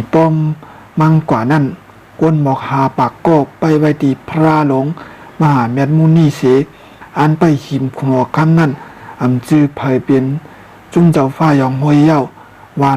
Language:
Shan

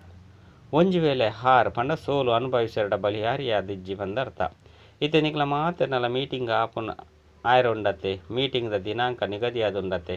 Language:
Tulu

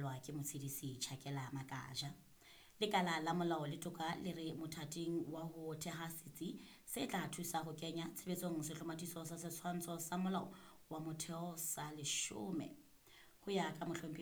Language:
Southern Sotho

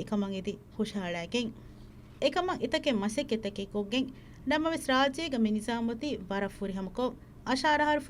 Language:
Divehi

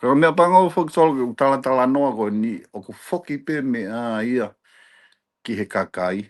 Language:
Tongan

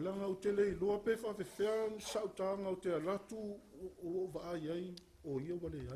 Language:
Samoan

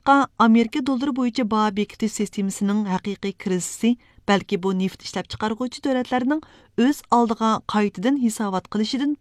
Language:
Uyghur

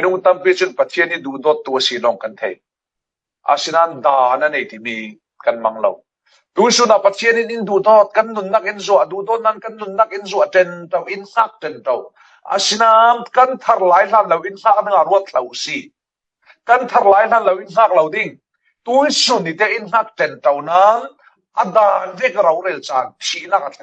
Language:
Falam Chin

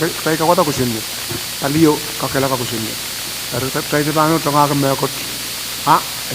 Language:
Pohnpeian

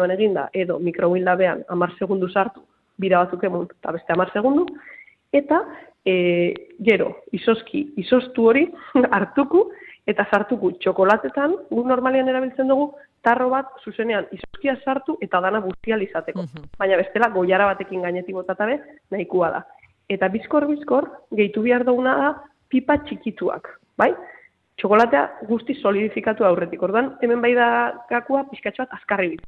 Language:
Basque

